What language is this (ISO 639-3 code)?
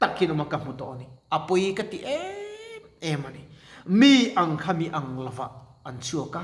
lus